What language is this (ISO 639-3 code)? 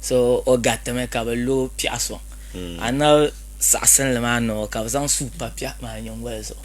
dag